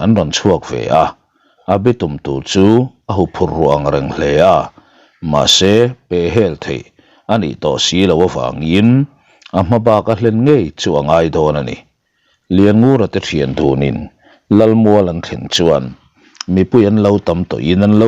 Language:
Mizo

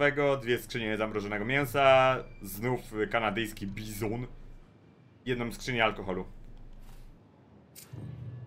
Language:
Polish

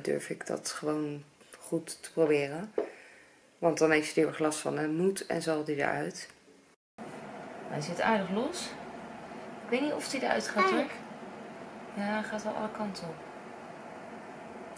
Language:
Dutch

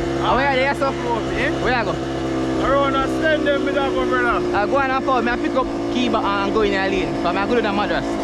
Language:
Jamaican Creole English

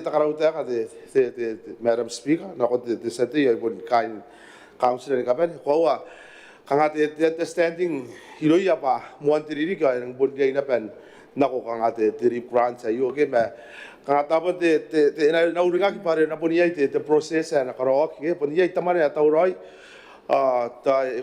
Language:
Gilbertese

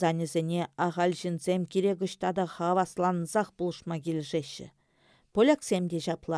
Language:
Chuvash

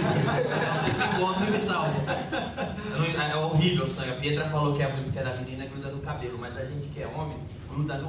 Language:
Portuguese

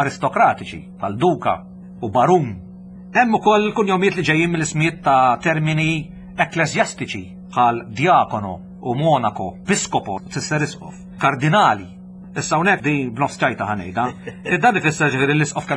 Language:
Maltese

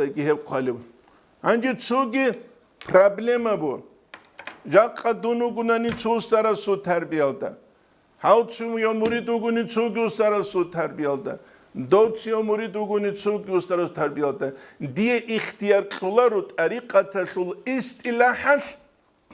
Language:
Avaric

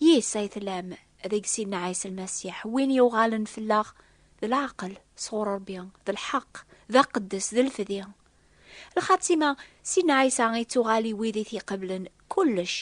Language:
Kabyle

